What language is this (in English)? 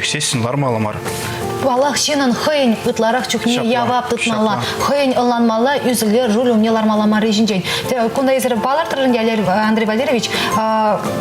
Chuvash